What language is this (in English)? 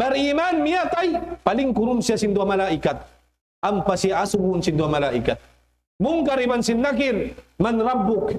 Tausug